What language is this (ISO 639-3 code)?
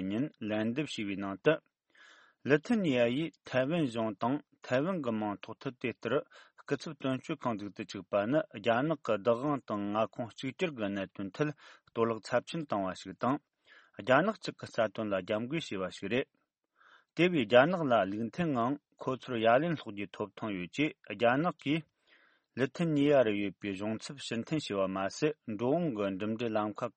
bod